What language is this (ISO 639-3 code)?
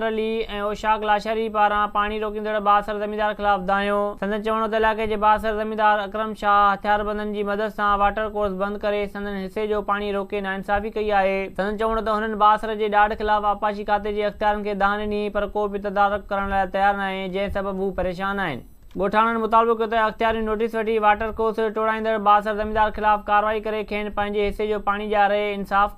snd